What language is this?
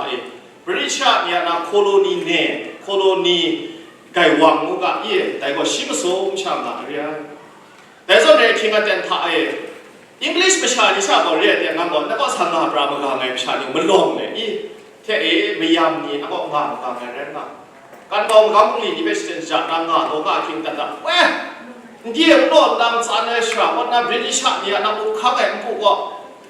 Kachin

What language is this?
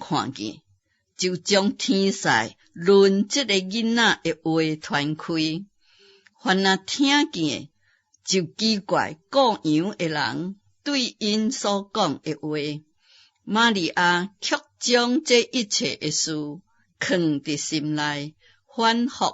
Min Nan Chinese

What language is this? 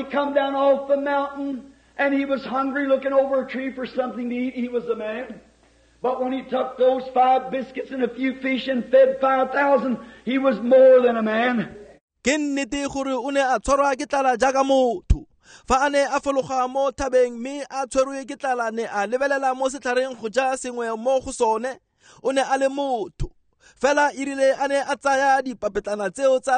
Tswana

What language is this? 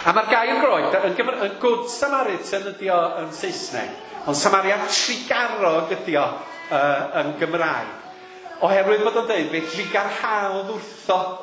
Welsh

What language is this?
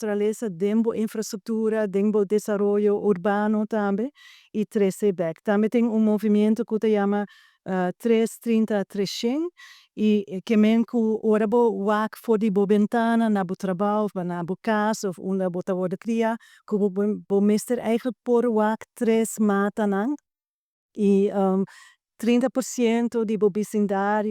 Papiamento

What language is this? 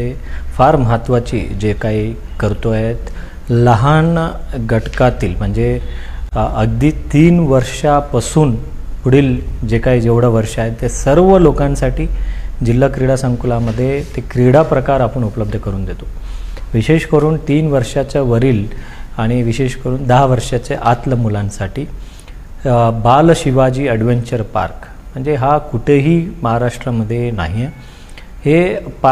Marathi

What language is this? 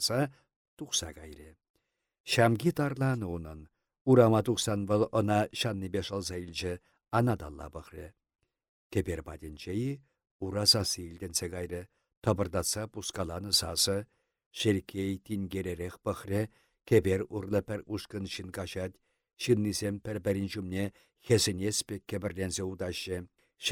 Chuvash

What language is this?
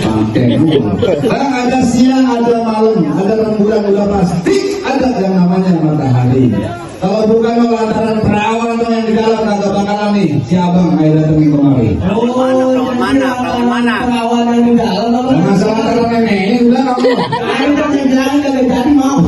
Betawi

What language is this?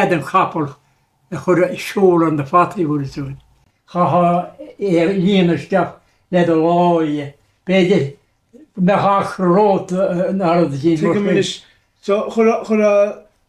Irish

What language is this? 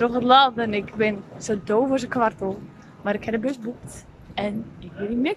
Western Frisian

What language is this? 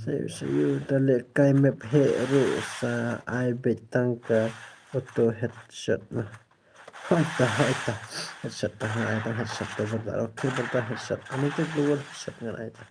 Khasi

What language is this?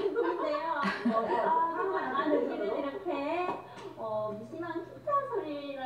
Korean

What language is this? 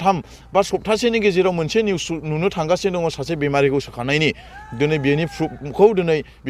Bodo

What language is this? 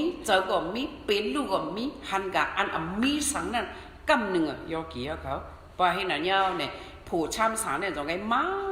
Shan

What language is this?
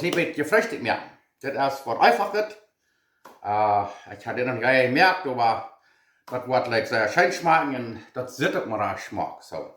Plautdietsch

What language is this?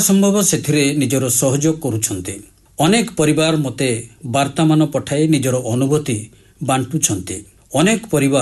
Odia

